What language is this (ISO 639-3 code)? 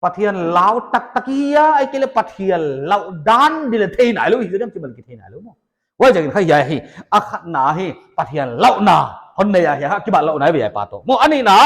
pck